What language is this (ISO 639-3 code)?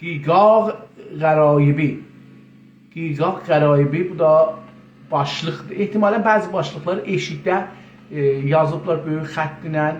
azb